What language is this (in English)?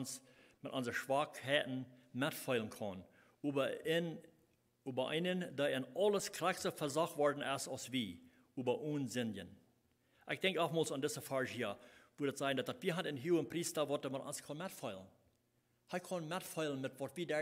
Plautdietsch